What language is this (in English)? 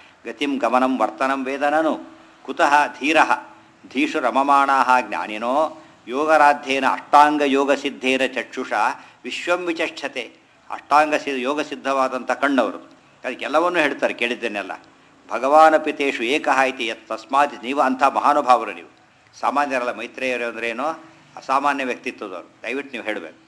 Kannada